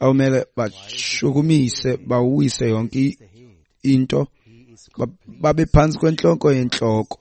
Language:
Xhosa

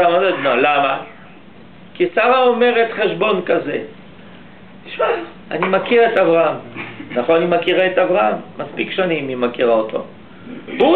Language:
Hebrew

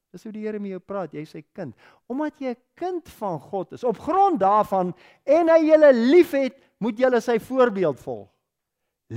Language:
Afrikaans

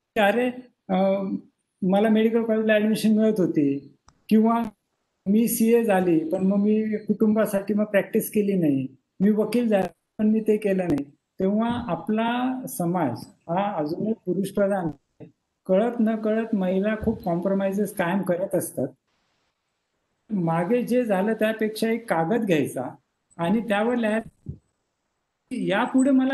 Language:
Marathi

